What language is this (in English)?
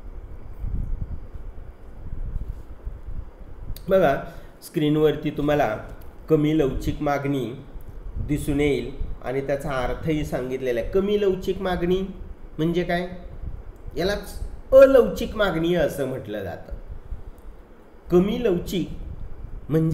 Marathi